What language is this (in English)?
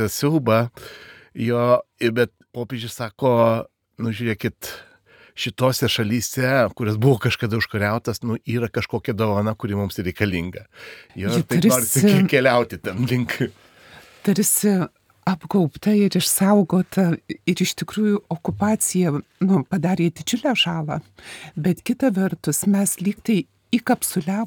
Lithuanian